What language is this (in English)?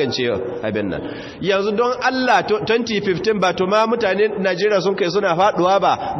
Hausa